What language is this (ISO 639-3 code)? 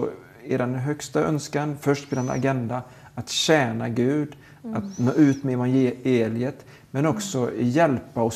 swe